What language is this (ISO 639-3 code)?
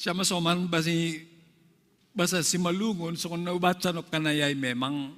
bts